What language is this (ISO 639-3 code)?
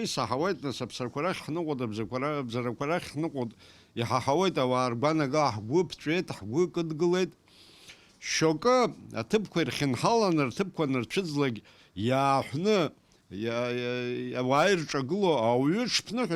abk